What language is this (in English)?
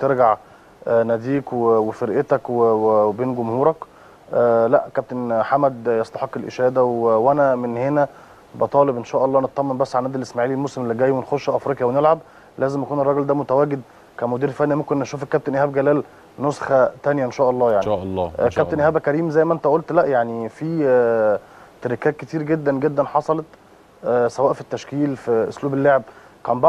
Egyptian Arabic